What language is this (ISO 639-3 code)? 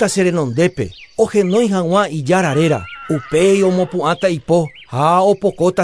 grn